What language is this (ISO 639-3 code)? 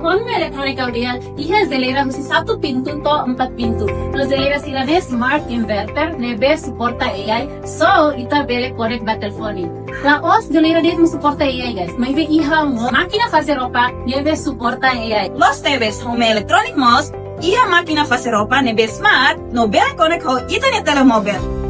tet